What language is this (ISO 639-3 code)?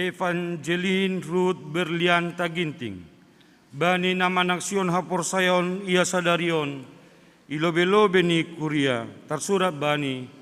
bts